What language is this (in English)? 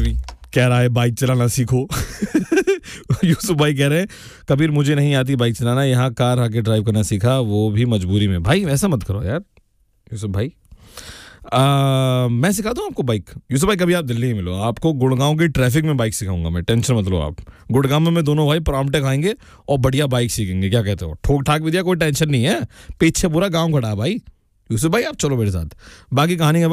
Hindi